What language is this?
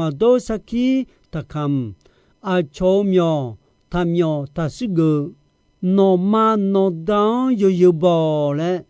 Akha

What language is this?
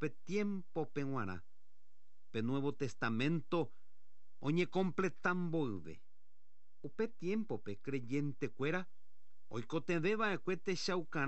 Guarani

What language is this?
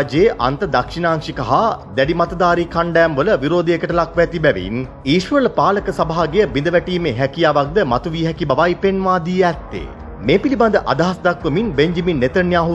Sinhala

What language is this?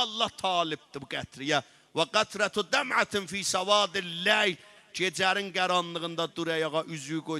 South Azerbaijani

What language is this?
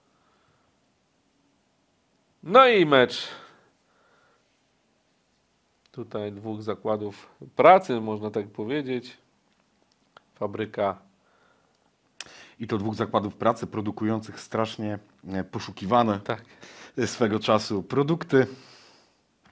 Polish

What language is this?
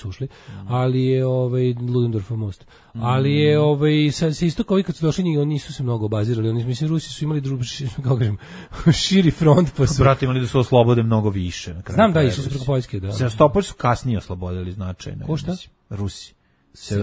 Serbian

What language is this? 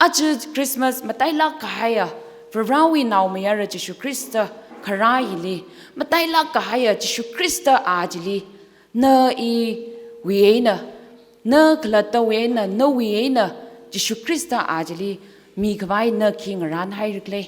Tangkhul Naga (India)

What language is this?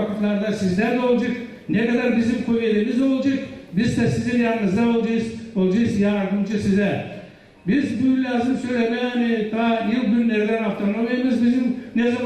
Gagauz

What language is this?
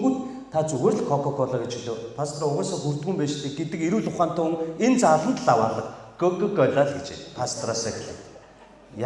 Mongolian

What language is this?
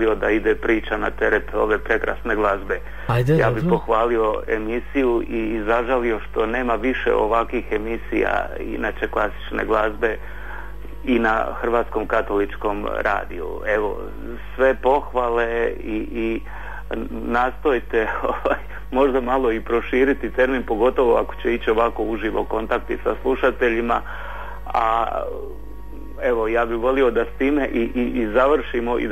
Croatian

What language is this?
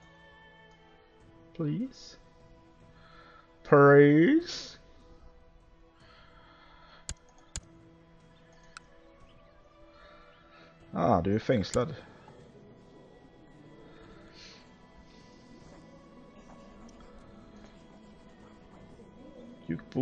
Swedish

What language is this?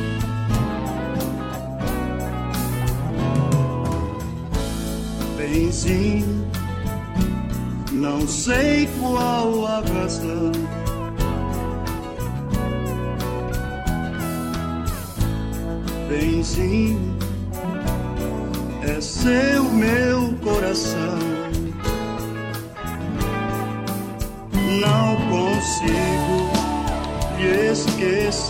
Portuguese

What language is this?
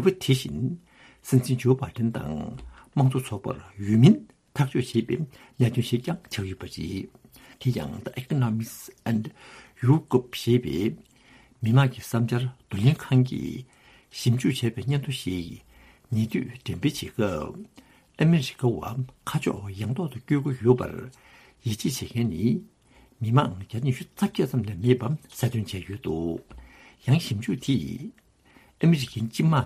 Tibetan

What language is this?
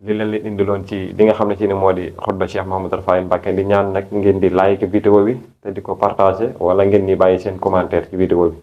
Wolof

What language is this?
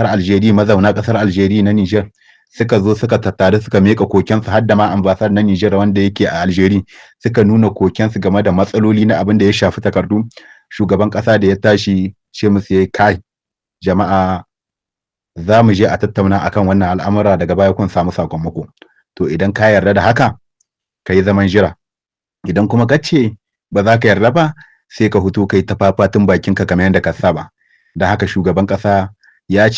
Hausa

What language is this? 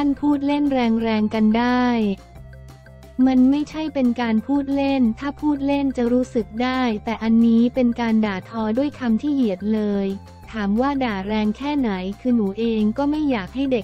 Thai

